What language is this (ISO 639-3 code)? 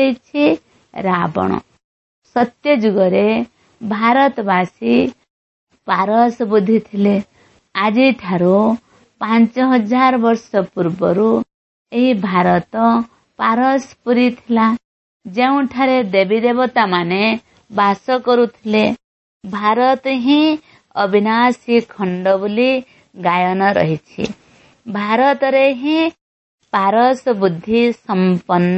ori